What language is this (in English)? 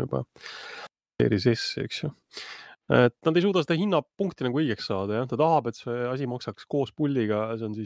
Estonian